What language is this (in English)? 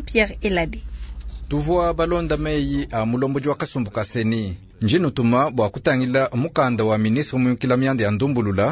Luba-Lulua